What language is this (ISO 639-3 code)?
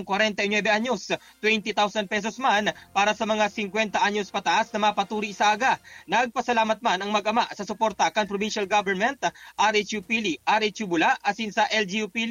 bik